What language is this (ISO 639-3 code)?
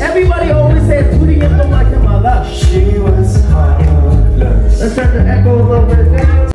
bod